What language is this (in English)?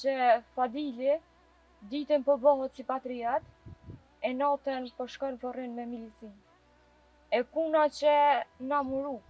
Albanian